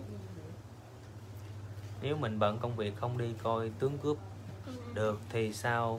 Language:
Vietnamese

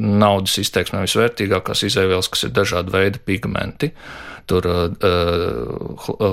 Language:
Latvian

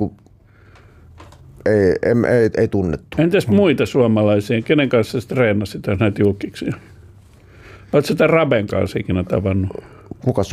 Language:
Finnish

